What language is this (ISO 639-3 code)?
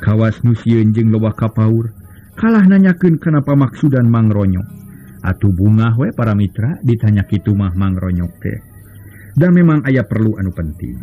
sun